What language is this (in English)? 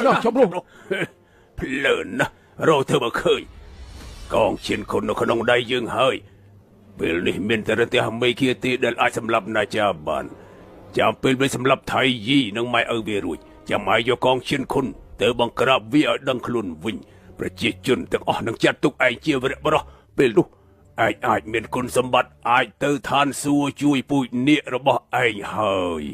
Khmer